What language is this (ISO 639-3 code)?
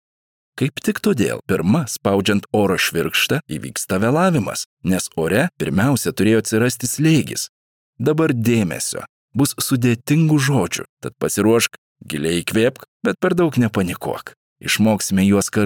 lit